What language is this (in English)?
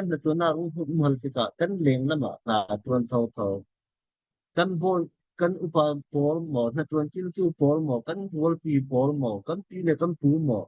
Falam Chin